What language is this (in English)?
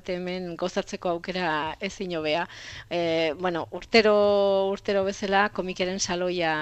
Basque